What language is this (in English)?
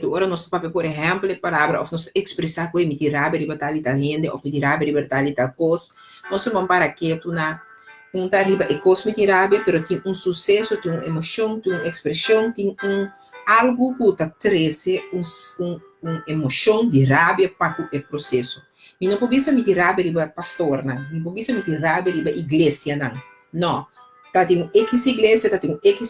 Papiamento